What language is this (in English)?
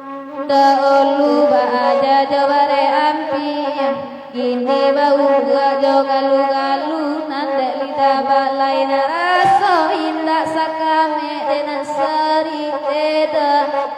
Minangkabau